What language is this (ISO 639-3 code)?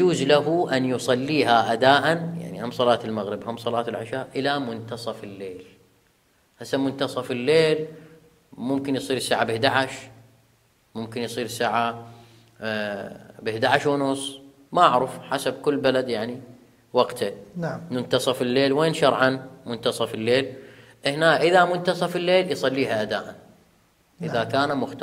acm